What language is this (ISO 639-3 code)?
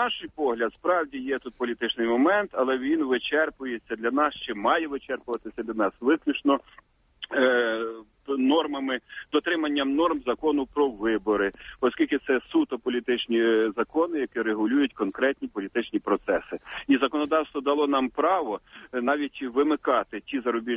ukr